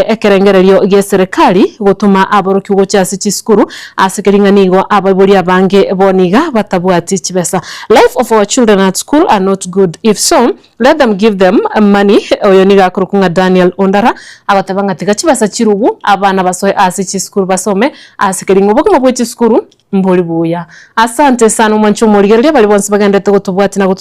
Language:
Gusii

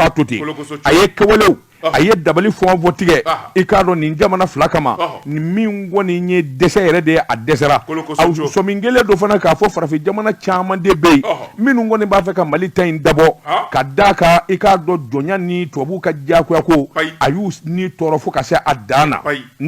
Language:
Bambara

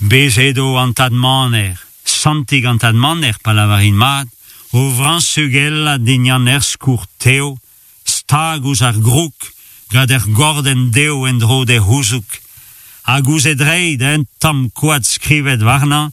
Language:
Breton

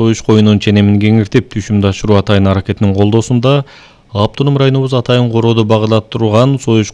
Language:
Kyrgyz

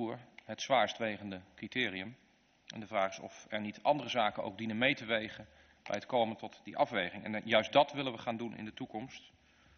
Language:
Dutch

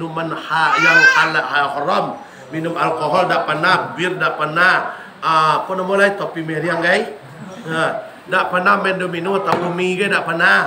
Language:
Minangkabau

